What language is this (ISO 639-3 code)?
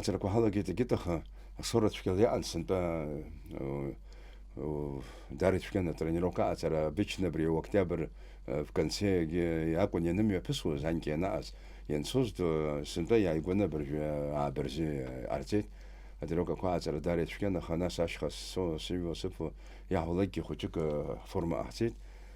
abk